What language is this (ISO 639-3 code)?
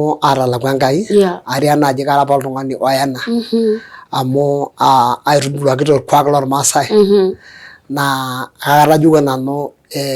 mas